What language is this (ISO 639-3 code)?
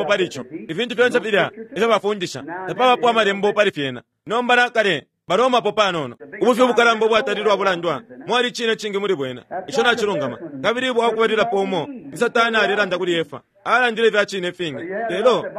bem